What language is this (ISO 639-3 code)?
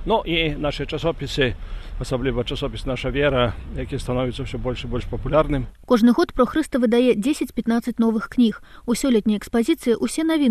bel